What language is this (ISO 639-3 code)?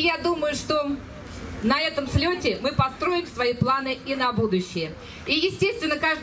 rus